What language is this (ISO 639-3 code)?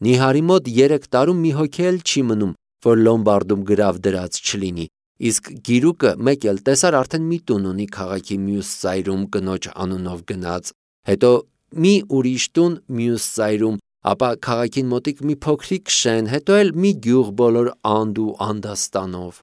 hye